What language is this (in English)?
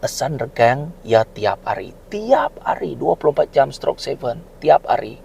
Iban